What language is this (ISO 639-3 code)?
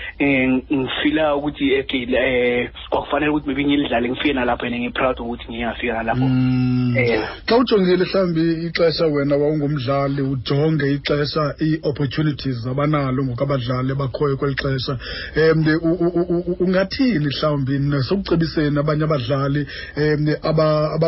xho